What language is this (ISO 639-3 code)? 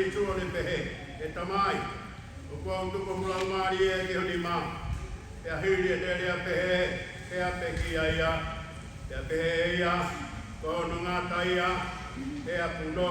ton